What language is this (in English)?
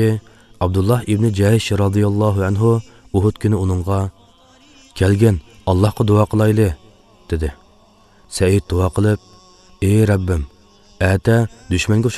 Uyghur